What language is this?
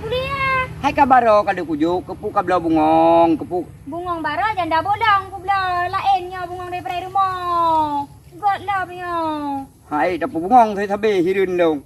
Achinese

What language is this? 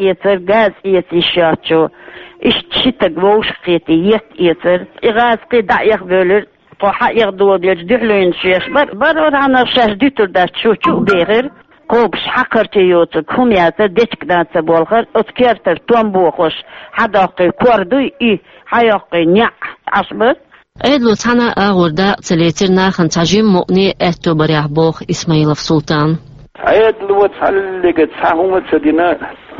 Chechen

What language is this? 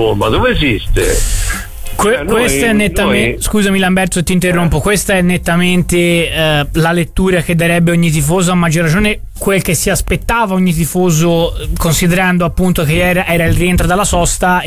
Italian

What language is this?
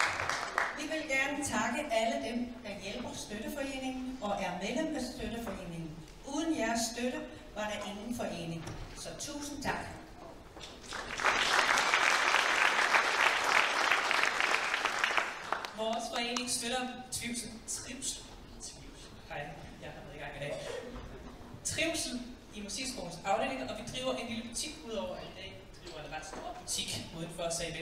Danish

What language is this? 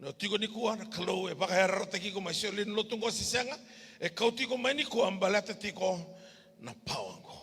Fijian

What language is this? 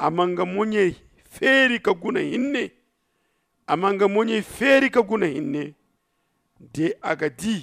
Zarma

